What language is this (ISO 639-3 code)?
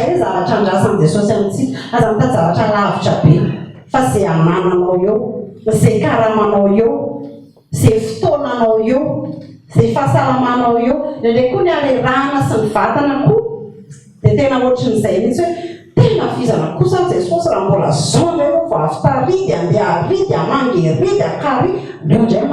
mlg